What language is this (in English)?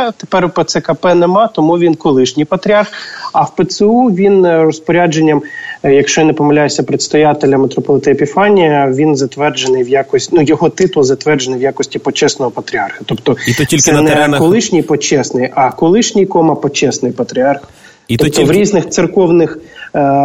Ukrainian